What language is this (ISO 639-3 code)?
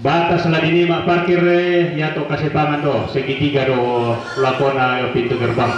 sda